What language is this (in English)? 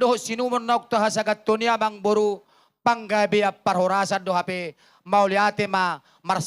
Batak Toba